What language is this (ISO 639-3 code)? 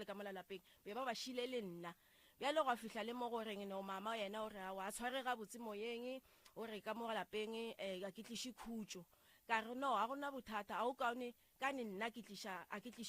nso